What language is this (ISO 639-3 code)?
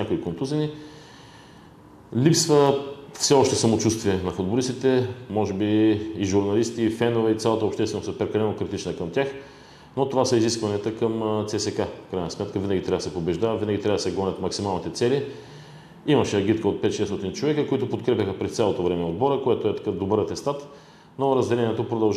bul